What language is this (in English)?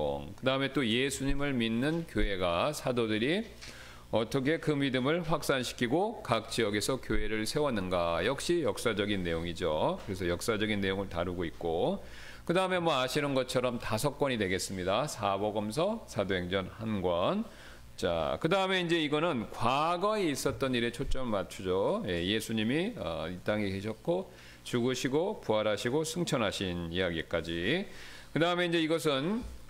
Korean